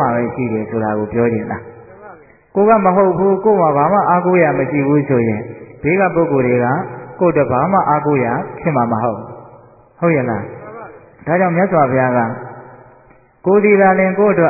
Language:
Burmese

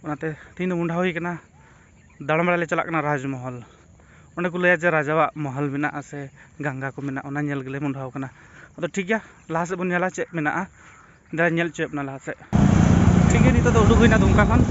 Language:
Santali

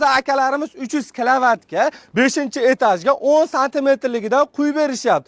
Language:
Uzbek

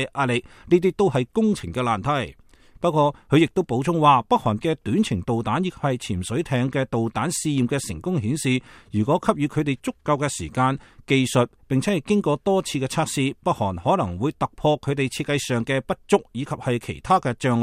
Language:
Cantonese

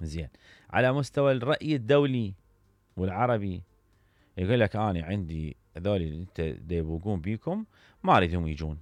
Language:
Mesopotamian Arabic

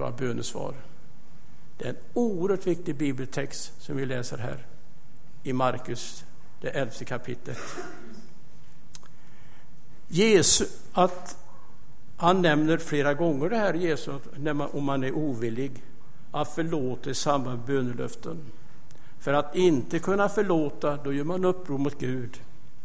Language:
Swedish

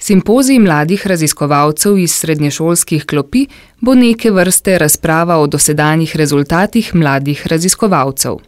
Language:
Slovenian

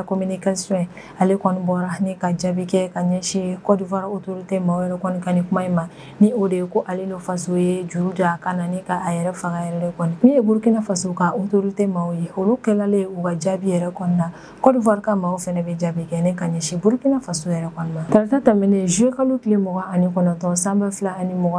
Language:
Bambara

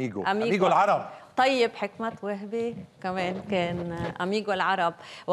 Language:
North Levantine Arabic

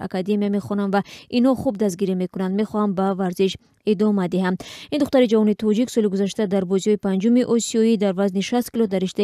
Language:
Tajik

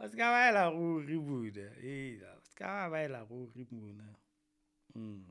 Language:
Southern Sotho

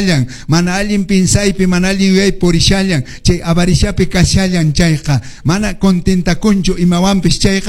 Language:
Quechua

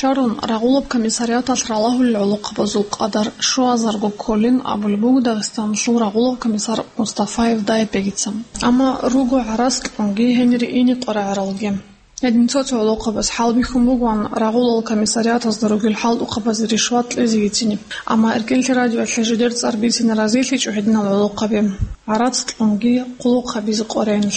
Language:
Avaric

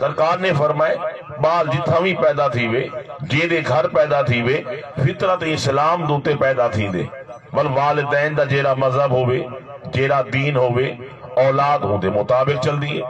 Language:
Saraiki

